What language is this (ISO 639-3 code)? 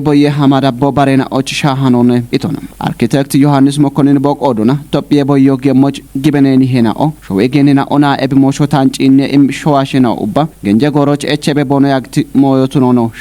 kbr